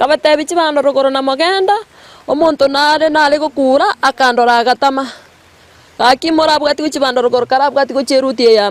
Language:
Gusii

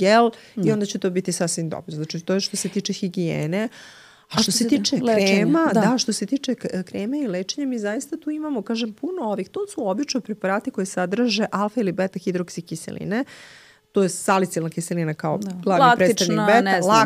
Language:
Serbian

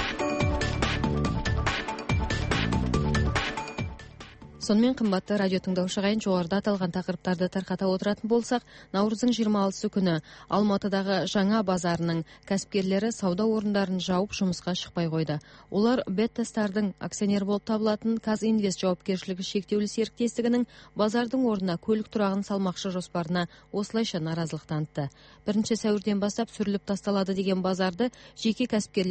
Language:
Kazakh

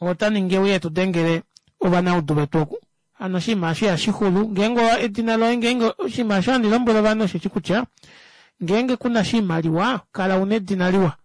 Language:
Kuanyama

